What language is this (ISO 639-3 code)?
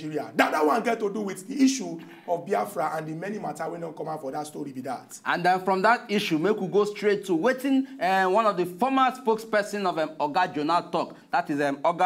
pcm